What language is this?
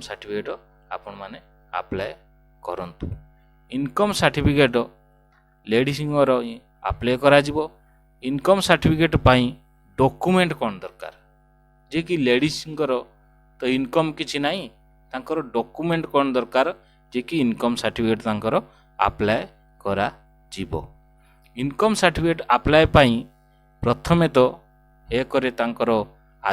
Odia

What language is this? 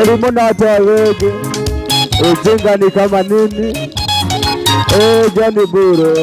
Kikuyu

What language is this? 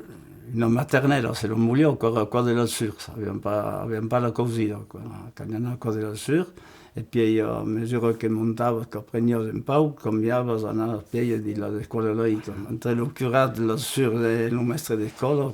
Occitan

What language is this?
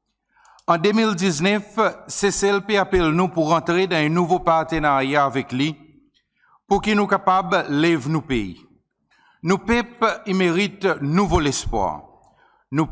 Seselwa Creole French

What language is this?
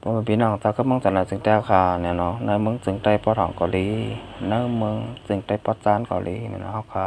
Shan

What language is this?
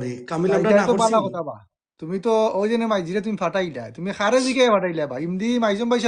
Sylheti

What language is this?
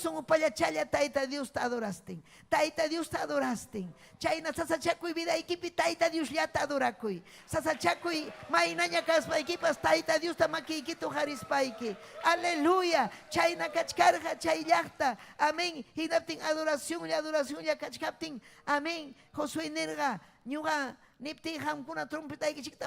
Ayacucho Quechua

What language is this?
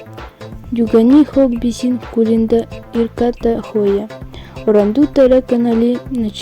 Yakut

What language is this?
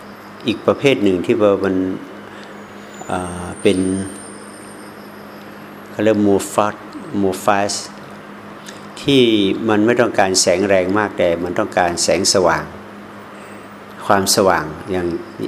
Thai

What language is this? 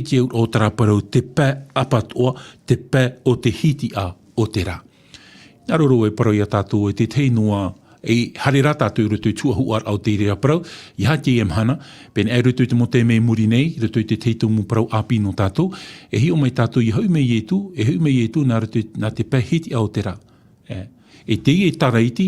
Tahitian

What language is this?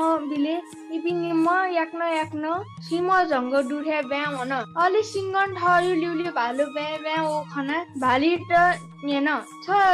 Newari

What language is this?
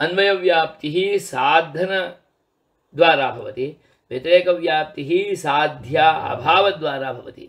Sanskrit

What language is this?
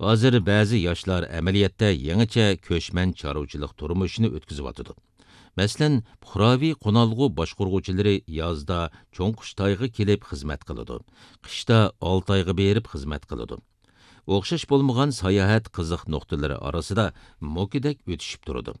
Uyghur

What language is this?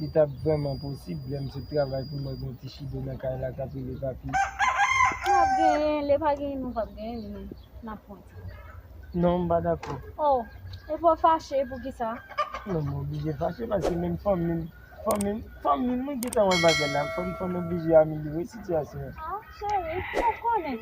Haitian Creole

